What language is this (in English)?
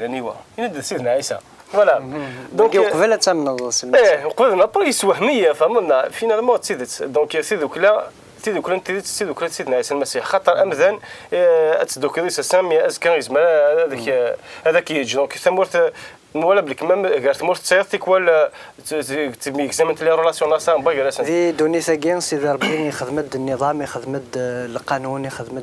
Kabyle